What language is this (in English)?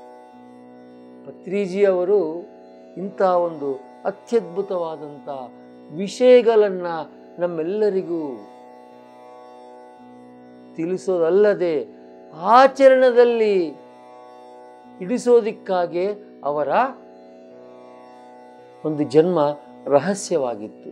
Kannada